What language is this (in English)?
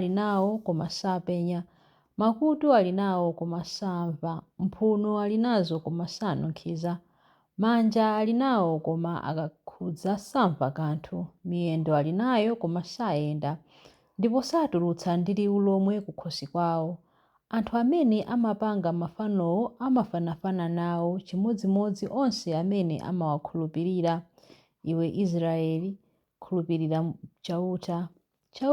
Nyanja